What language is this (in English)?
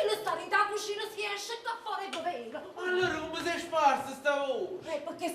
Neapolitan